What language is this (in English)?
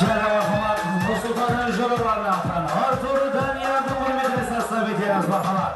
Kara-Kalpak